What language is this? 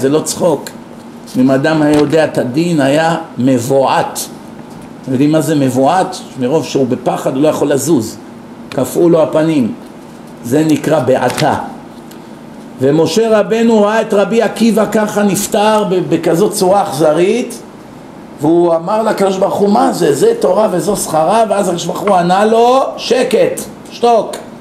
Hebrew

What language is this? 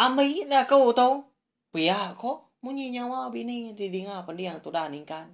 Iban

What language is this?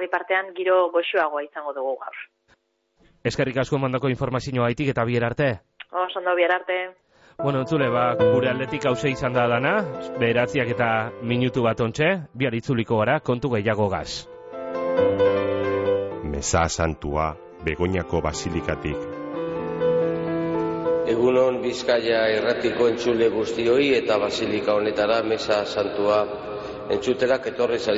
Basque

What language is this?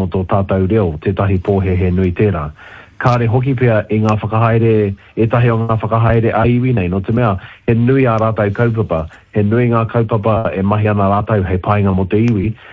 Māori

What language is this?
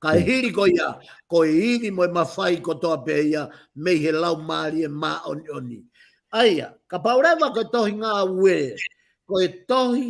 Tongan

